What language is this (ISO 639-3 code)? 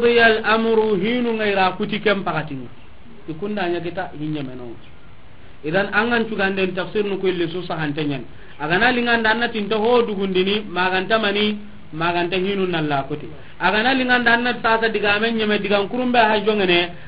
snk